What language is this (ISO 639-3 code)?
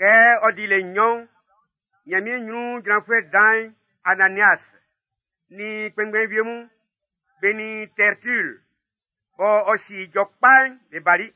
bci